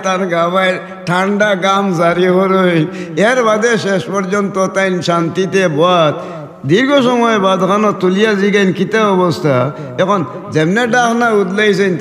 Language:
Sylheti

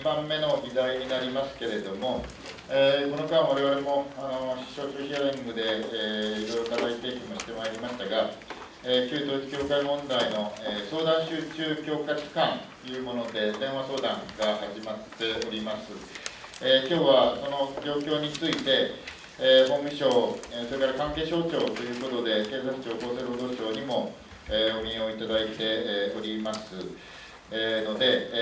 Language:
Japanese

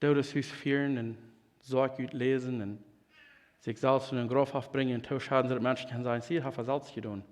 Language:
Plautdietsch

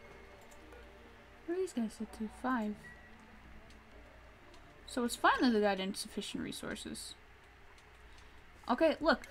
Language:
English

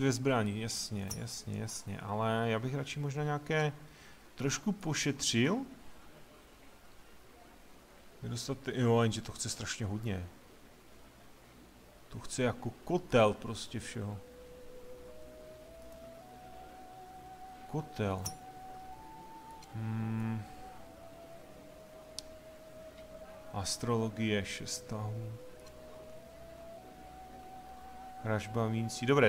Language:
Czech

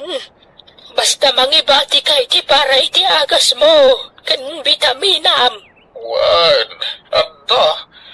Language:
Iloko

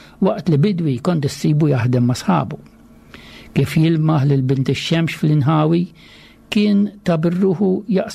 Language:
Maltese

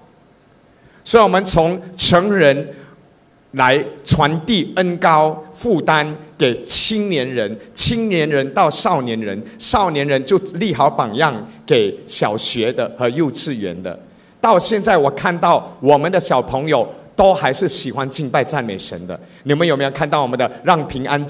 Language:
Chinese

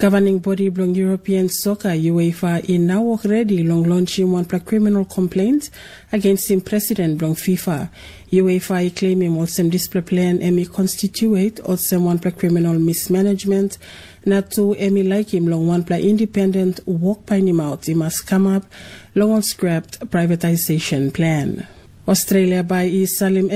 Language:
Tok Pisin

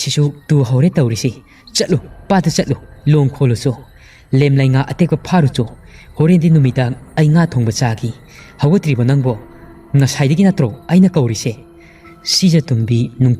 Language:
Manipuri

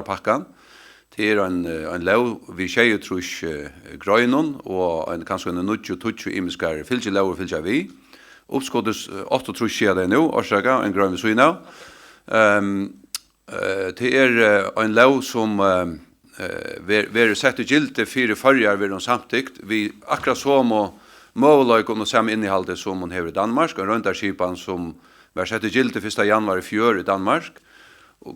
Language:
Faroese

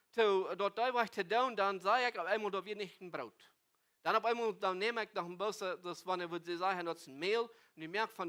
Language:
Plautdietsch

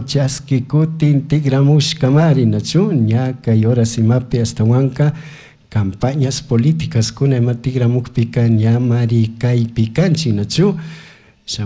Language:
Chimborazo Highland Quichua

